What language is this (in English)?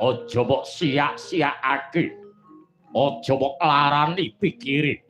Javanese